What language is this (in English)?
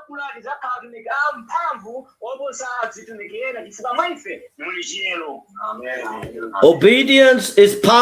Nyanja